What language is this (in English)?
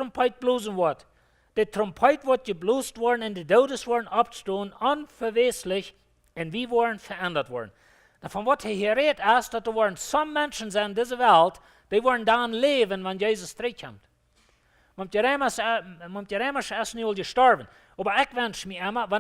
Plautdietsch